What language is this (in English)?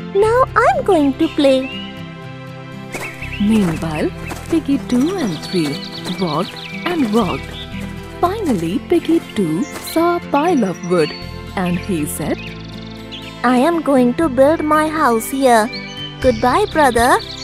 English